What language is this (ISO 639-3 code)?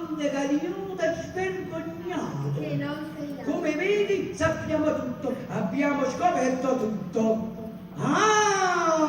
nap